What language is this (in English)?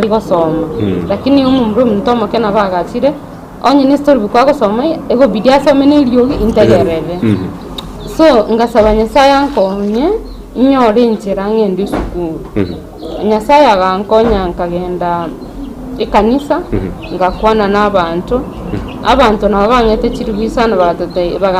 Gusii